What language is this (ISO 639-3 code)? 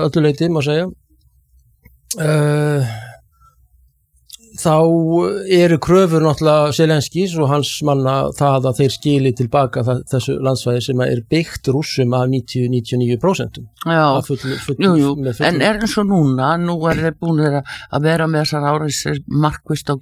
isl